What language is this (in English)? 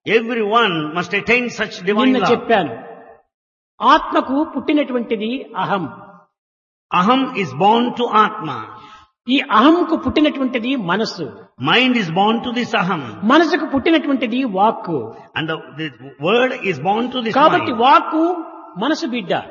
Telugu